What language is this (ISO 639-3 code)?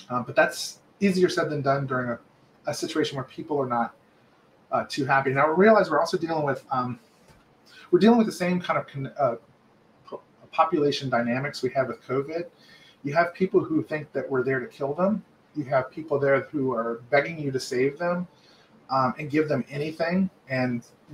eng